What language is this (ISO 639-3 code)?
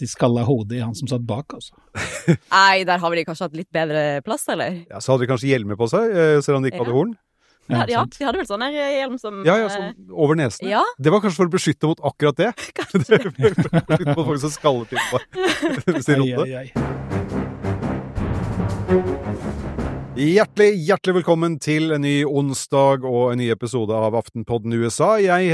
nor